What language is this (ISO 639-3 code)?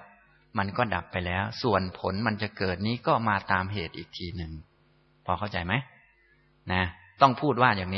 tha